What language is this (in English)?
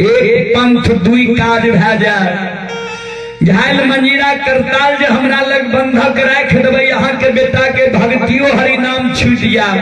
Maithili